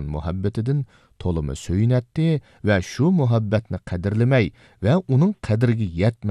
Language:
Uyghur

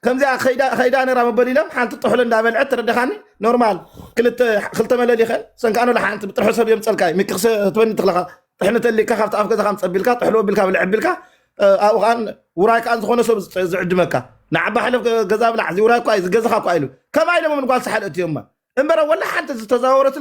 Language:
Tigrinya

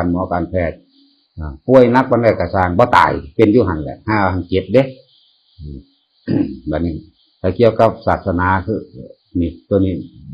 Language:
Northeastern Thai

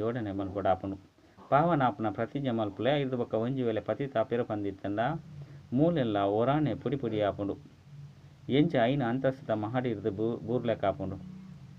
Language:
Tulu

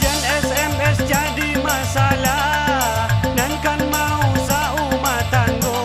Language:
Minangkabau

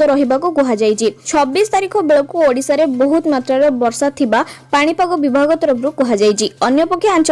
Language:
Odia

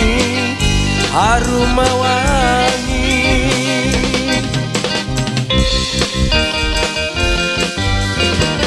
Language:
Malay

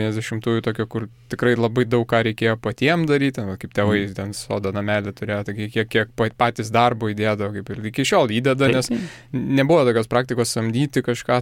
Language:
Lithuanian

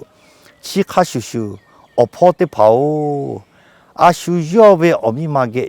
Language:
Lahu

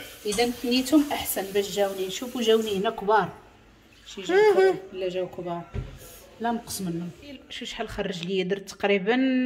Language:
Moroccan Arabic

